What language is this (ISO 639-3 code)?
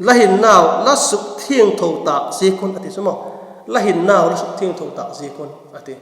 vap